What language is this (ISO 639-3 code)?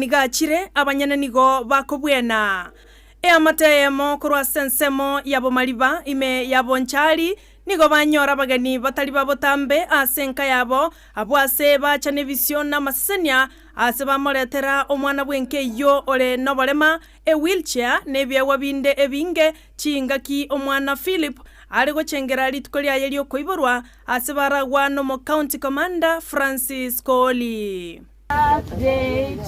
guz